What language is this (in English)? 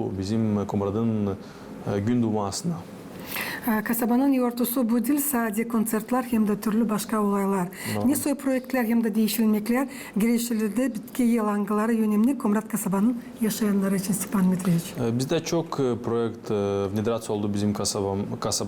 Gagauz